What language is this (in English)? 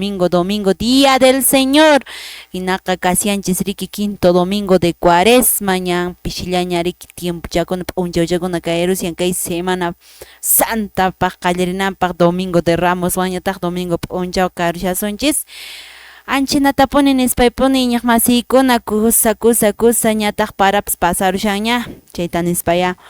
Quechua